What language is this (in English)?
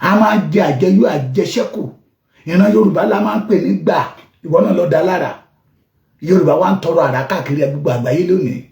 Yoruba